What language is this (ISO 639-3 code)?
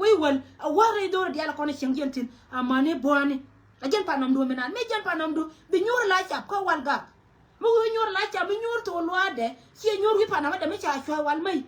nus